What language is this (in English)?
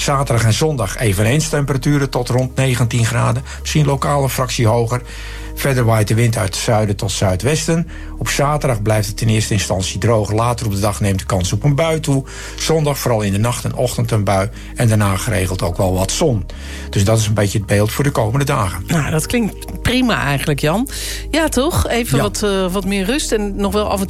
Dutch